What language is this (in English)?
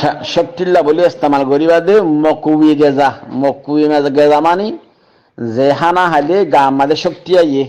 Rohingya